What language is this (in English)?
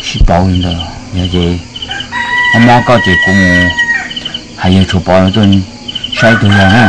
Hmong